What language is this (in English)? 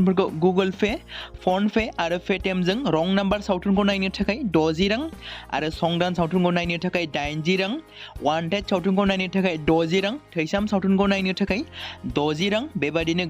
Bodo